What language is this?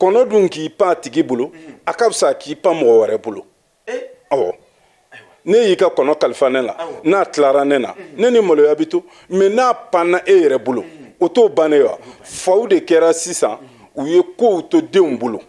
Bambara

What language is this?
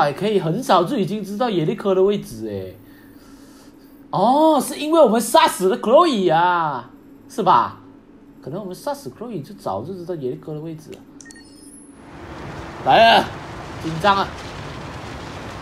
Chinese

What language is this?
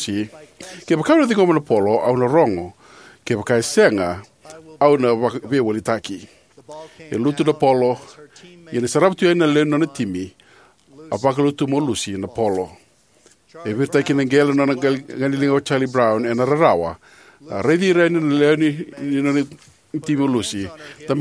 Fijian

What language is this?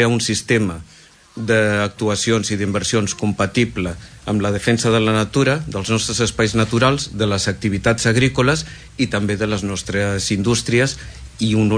Catalan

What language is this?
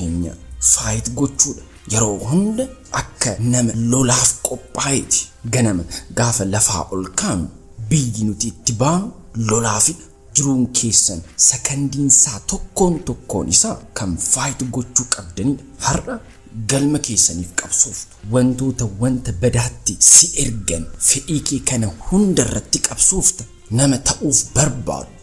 Oromo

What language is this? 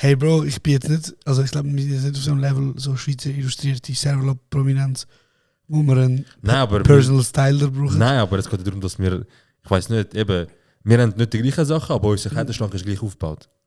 Swiss German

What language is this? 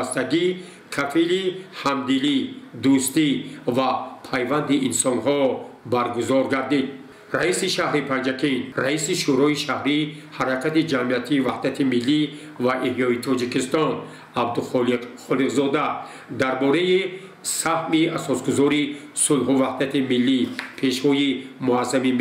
Tajik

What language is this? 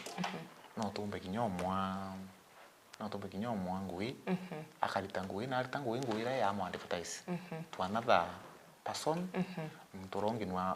Meru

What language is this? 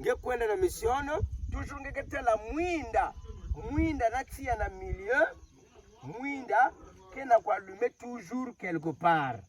Kituba (Democratic Republic of Congo)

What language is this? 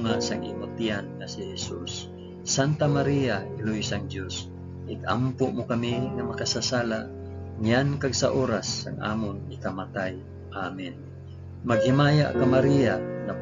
Hiligaynon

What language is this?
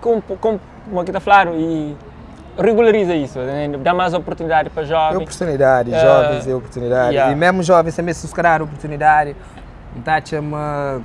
Kabuverdianu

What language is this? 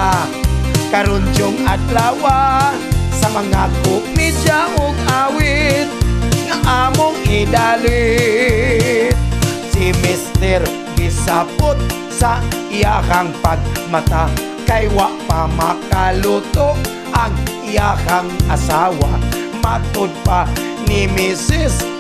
Cebuano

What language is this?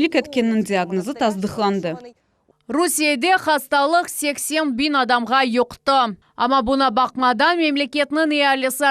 Crimean Tatar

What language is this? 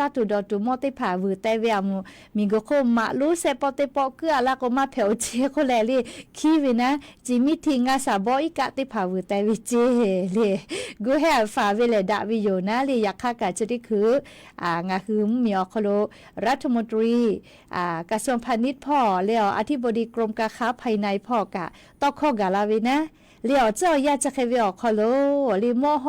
Lahu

